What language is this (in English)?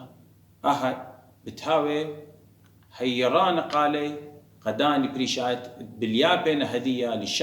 Assyrian Neo-Aramaic